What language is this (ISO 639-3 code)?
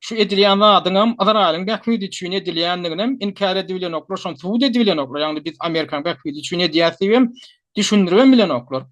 tuk